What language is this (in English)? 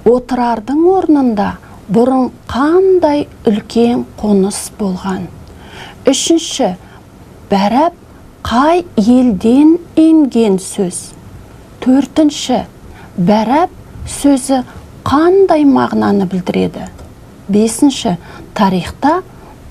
Kazakh